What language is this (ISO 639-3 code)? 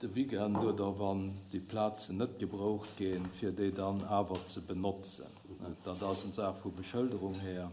ltz